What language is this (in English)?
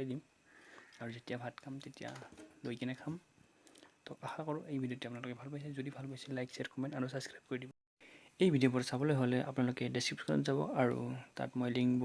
Assamese